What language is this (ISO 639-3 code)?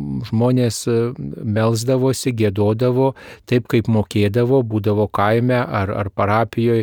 lit